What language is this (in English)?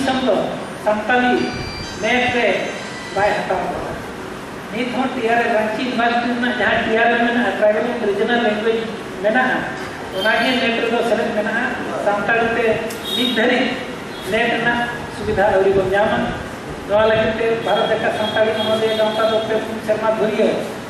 Santali